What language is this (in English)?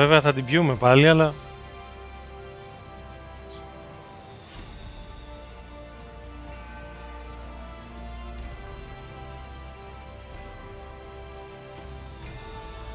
Greek